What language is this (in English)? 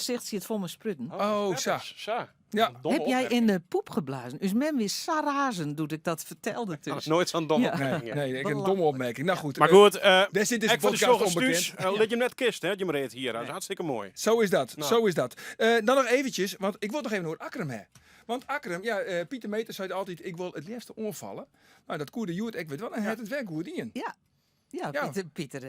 Western Frisian